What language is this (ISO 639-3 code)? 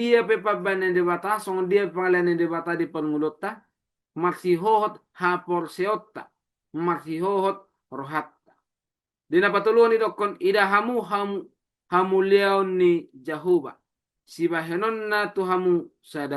bbc